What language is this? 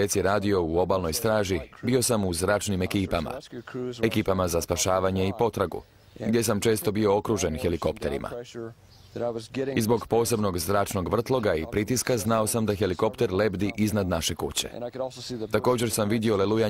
Croatian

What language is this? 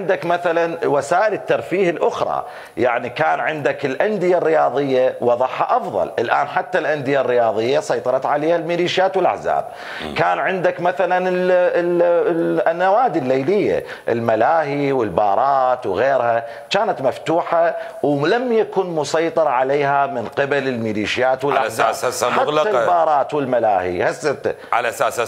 Mesopotamian Arabic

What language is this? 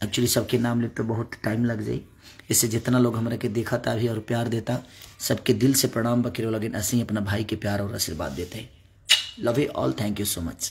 Bhojpuri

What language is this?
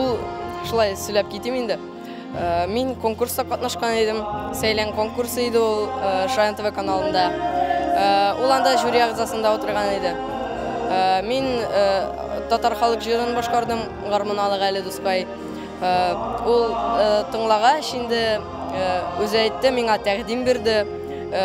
Tatar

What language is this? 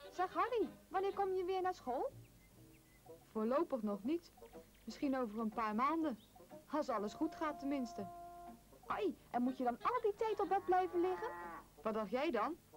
Dutch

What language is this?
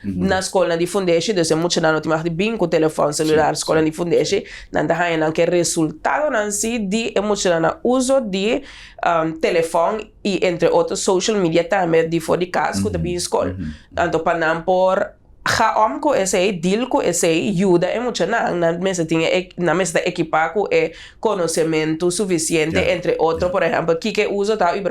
Papiamento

